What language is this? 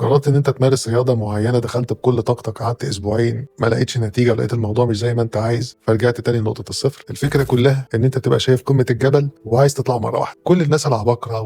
Egyptian Arabic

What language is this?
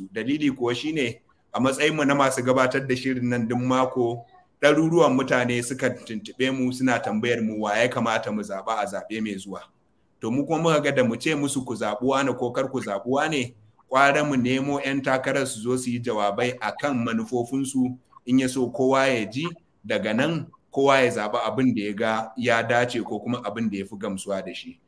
Hausa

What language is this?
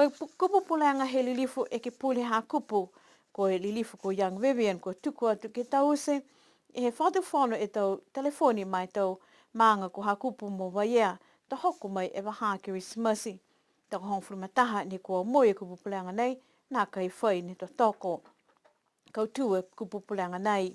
Niuean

